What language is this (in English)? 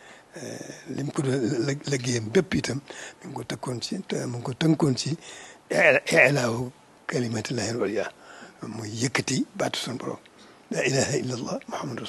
Wolof